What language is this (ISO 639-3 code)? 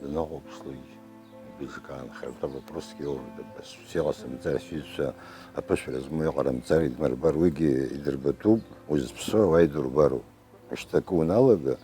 abk